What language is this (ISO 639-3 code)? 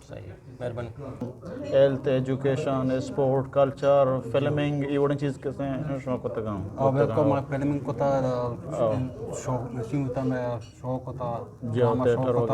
bgp